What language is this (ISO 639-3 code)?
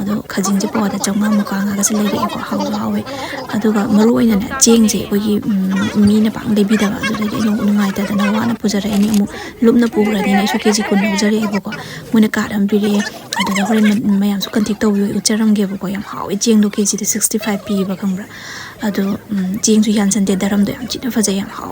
mni